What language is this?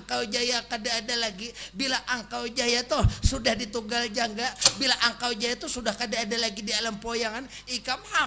Banjar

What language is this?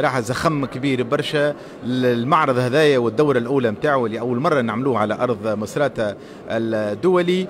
Tunisian Arabic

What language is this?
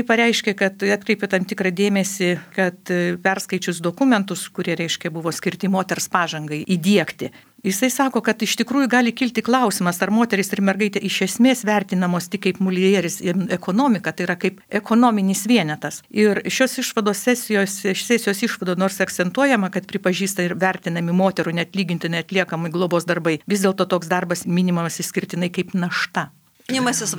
Lithuanian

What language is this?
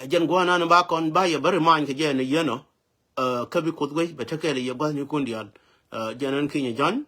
Nuer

